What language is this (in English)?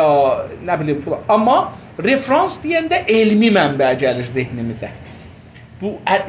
South Azerbaijani